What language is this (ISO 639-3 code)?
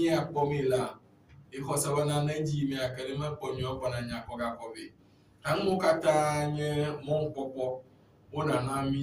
ewe